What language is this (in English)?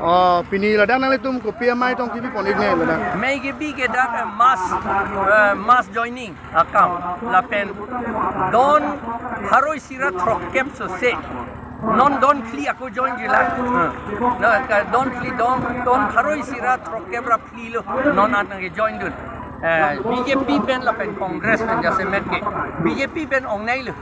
Karbi